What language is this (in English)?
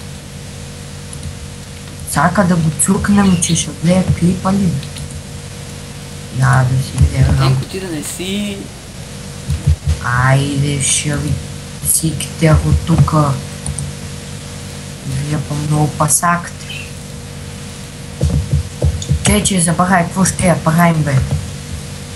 Bulgarian